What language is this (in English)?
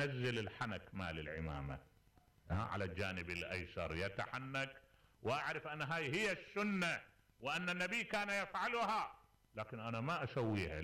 Mesopotamian Arabic